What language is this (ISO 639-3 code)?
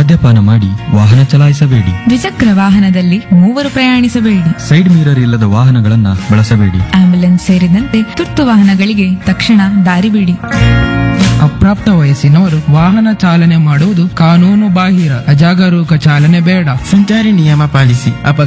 kan